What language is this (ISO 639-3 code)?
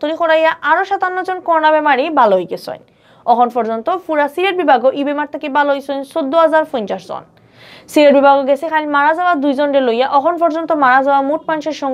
syl